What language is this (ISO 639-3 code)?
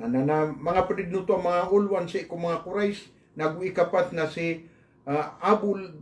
mrw